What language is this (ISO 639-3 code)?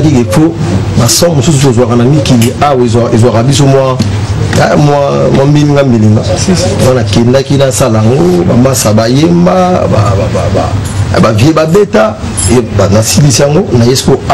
lin